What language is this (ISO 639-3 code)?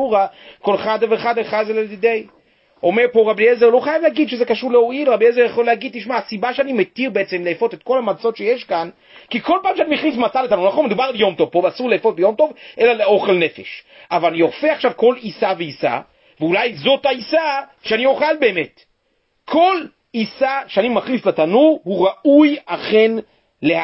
heb